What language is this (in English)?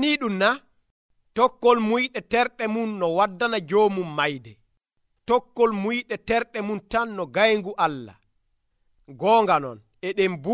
Nigerian Fulfulde